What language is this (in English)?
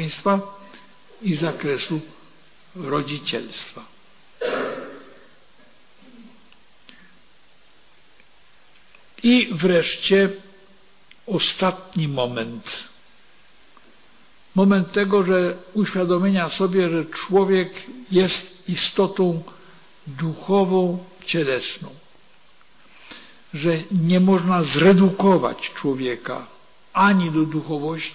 Polish